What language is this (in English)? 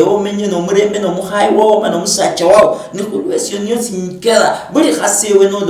Luyia